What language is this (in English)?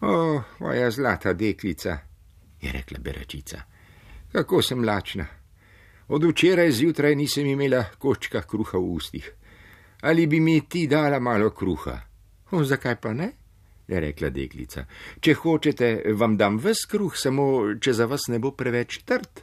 Slovenian